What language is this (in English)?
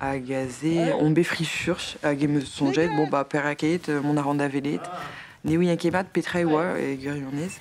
Breton